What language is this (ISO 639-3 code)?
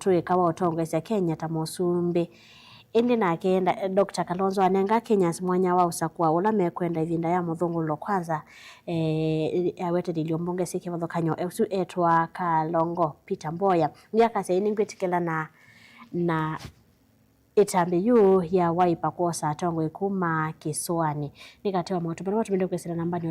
kam